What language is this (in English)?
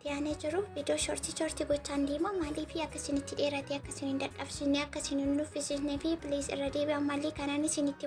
Oromo